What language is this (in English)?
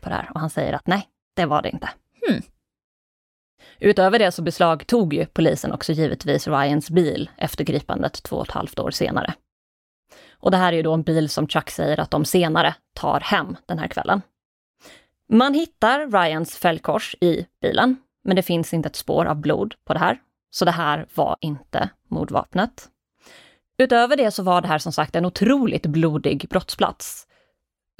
Swedish